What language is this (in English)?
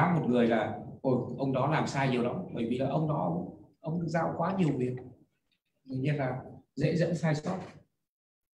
Vietnamese